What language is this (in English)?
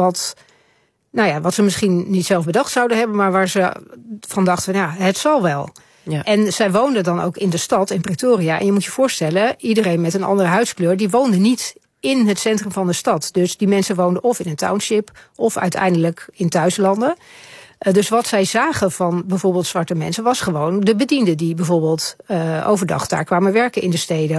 Dutch